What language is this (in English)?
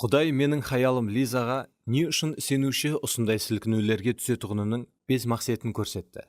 Kara-Kalpak